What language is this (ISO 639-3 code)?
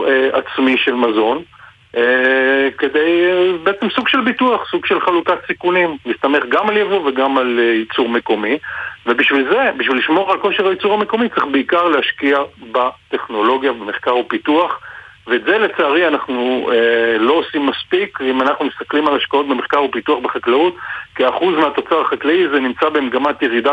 heb